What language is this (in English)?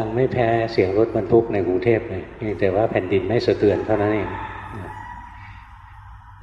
Thai